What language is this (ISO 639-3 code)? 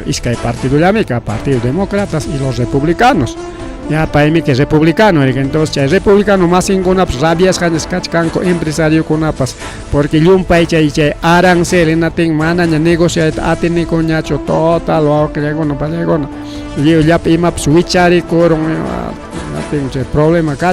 quy